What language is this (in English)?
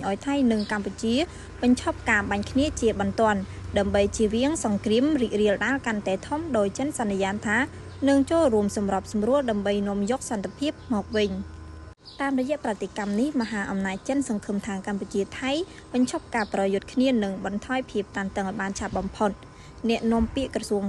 Khmer